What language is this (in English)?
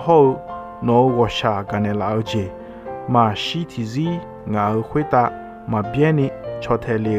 Akha